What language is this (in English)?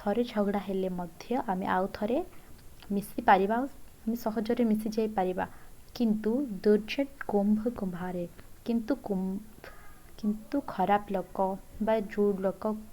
Odia